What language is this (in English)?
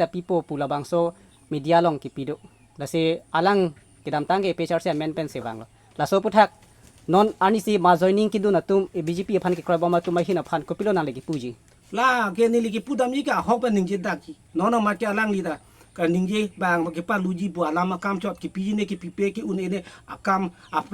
Karbi